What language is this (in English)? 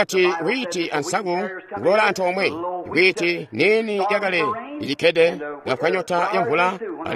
Tonga (Zambia)